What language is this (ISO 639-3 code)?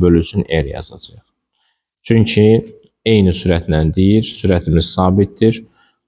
aze